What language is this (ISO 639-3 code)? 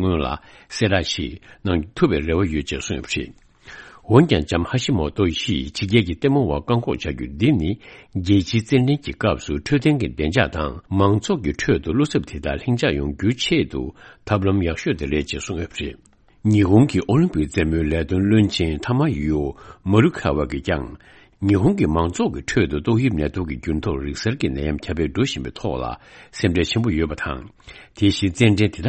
bod